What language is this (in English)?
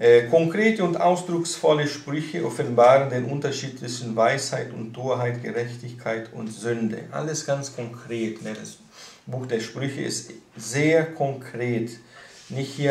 German